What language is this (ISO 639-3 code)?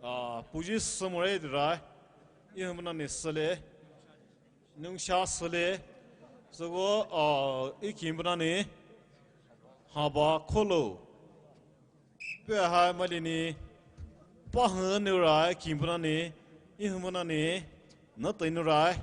pmx